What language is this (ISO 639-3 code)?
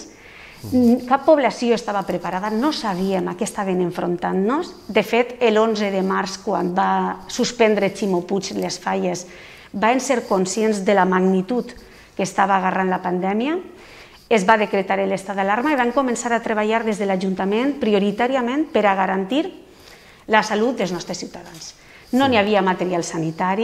cat